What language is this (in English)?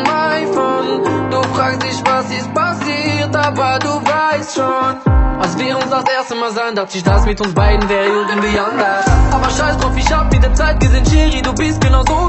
German